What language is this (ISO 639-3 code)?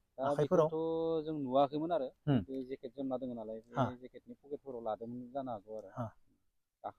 brx